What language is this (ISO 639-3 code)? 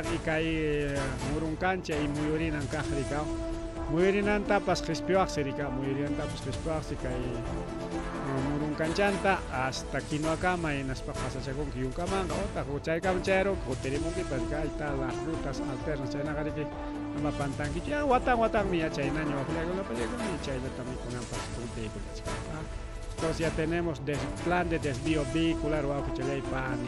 quy